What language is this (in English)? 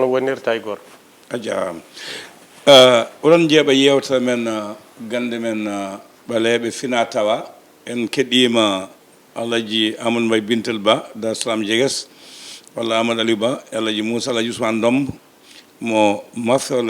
Fula